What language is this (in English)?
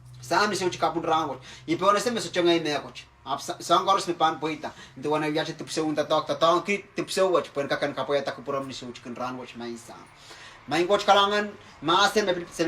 Pohnpeian